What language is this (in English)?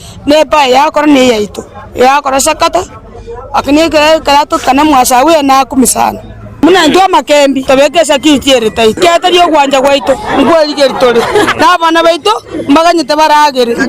Gusii